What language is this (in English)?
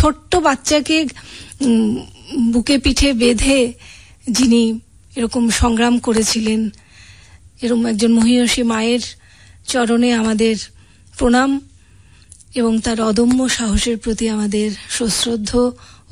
Bangla